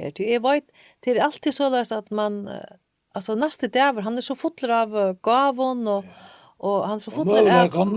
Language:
Faroese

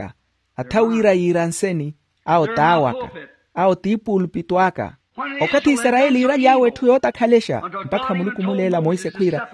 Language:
Makhuwa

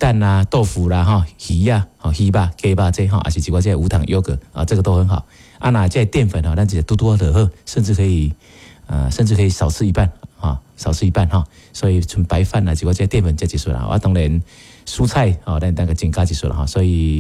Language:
Min Nan Chinese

